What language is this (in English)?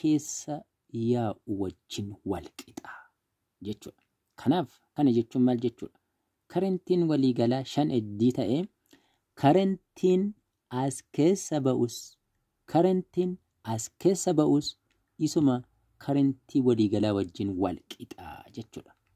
Oromo